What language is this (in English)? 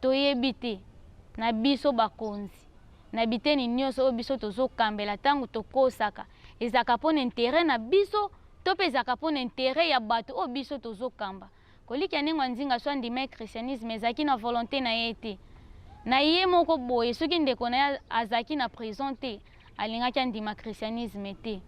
Lingala